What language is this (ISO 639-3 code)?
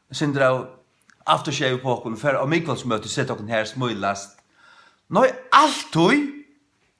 fao